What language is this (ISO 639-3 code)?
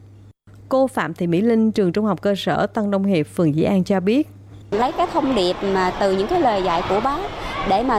vie